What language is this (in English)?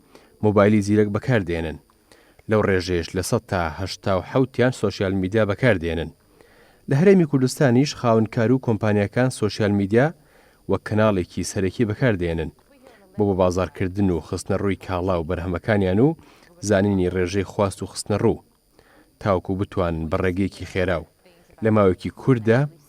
Central Kurdish